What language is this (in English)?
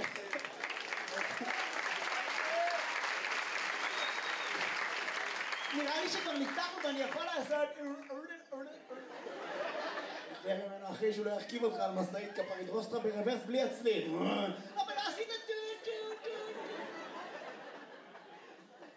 Hebrew